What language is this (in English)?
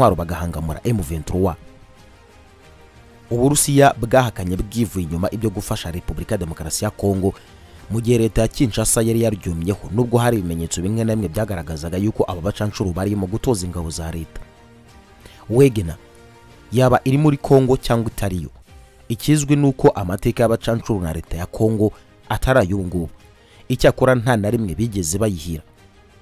Kinyarwanda